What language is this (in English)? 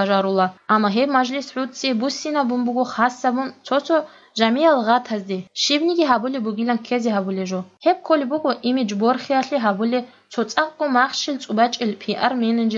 Avaric